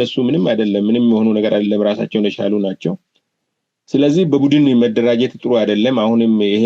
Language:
Amharic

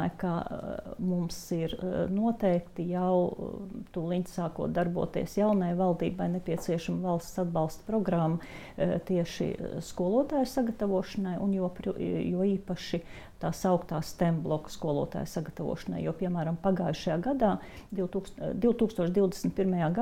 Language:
Latvian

